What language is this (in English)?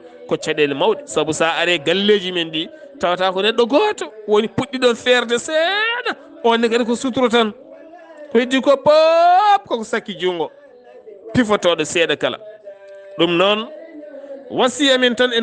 Fula